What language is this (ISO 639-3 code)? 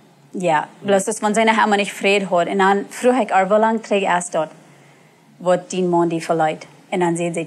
pdt